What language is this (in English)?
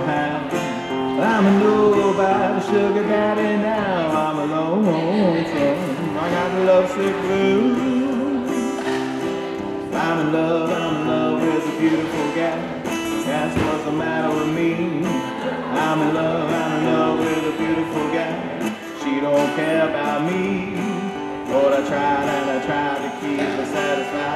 English